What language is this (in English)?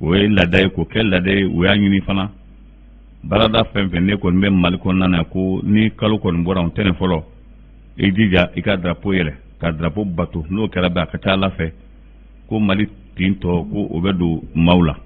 Bambara